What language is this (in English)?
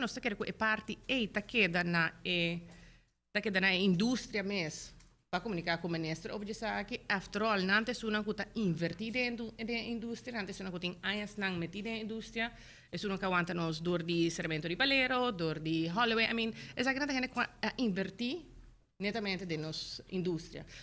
Papiamento